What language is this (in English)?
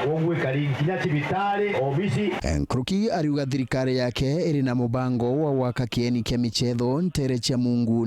Meru